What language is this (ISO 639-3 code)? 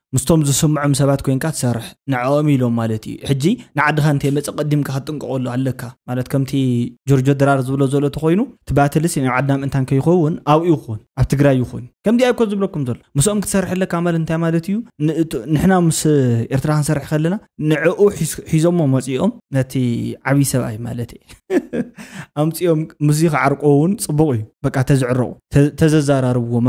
tir